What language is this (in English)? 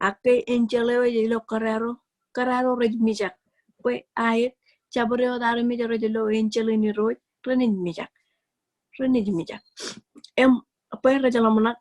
Marshallese